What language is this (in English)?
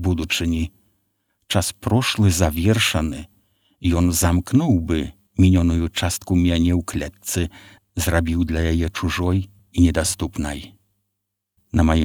Belarusian